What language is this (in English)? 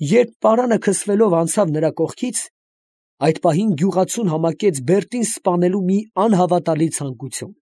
Armenian